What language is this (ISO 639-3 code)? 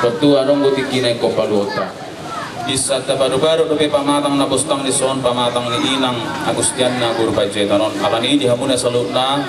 bbc